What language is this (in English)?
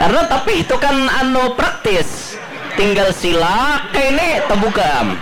Banjar